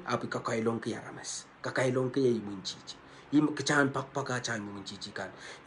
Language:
Pohnpeian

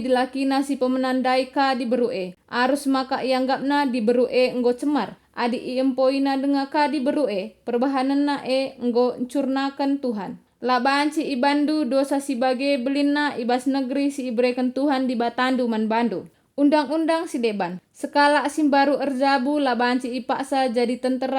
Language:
Batak Karo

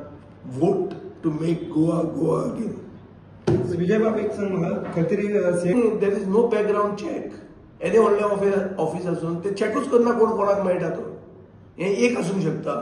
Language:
Konkani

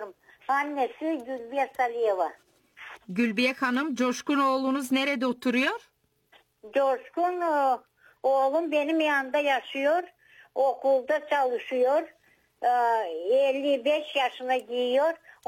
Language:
Turkish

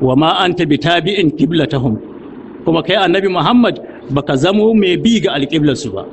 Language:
Hausa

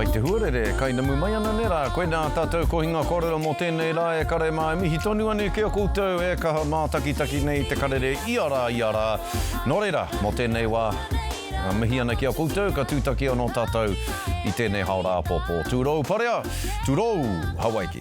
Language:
Māori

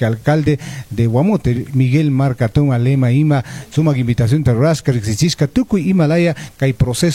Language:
Chimborazo Highland Quichua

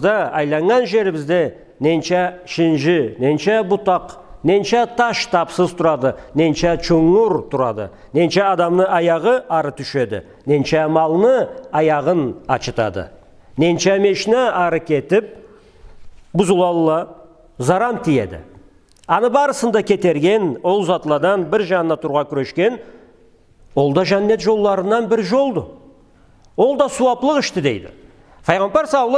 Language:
Karachay-Balkar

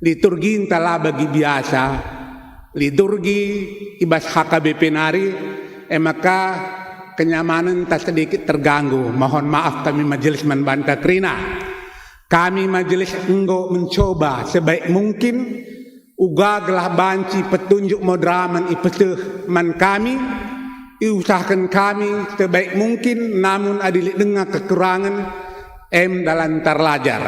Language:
Batak Karo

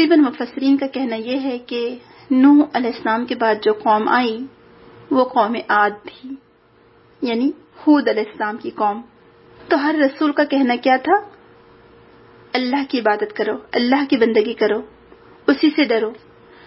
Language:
Urdu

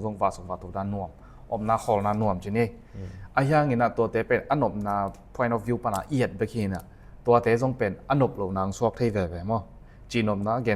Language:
Tedim Chin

